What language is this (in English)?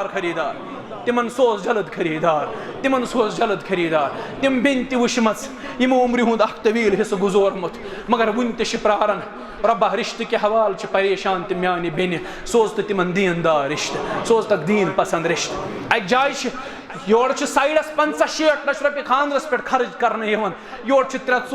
Kashmiri